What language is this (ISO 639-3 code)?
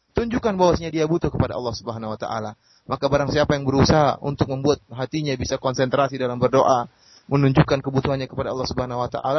ind